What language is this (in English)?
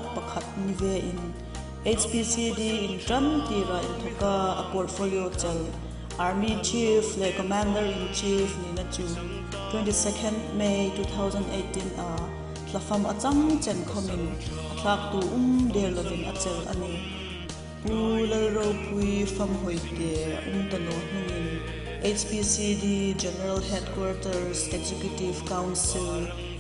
Hmar